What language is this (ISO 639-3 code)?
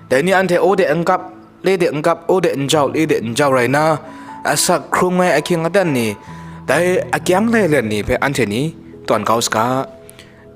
kac